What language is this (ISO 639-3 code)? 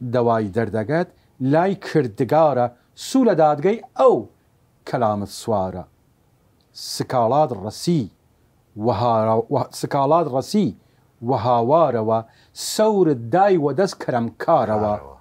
sdh